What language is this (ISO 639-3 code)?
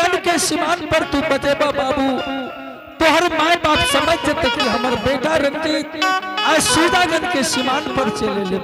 anp